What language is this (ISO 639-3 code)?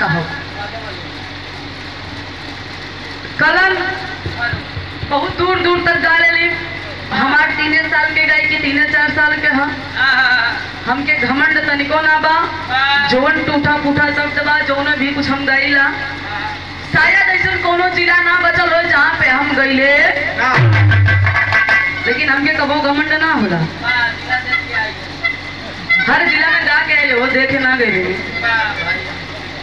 bho